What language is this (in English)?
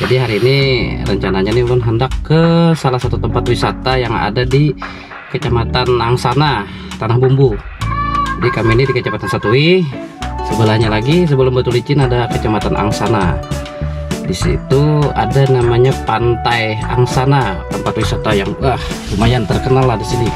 Banjar